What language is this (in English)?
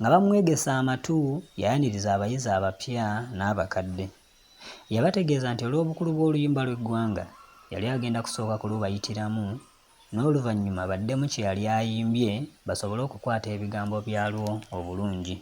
Ganda